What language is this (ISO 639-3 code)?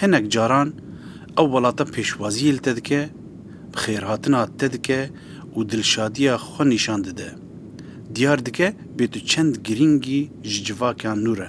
kur